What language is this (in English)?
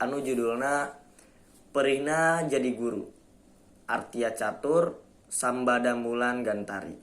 Sundanese